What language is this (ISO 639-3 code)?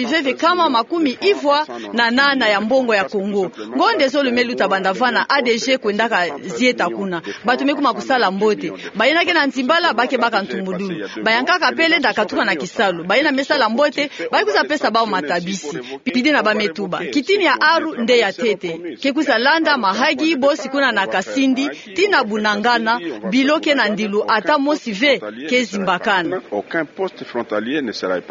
ktu